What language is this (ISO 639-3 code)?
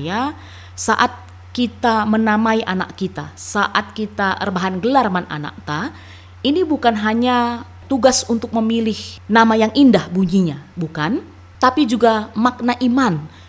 btx